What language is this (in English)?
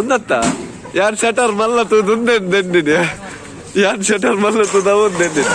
Tulu